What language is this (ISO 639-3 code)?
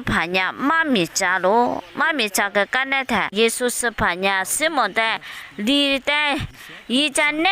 lis